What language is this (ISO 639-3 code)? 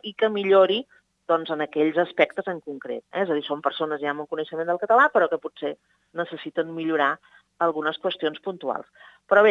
cat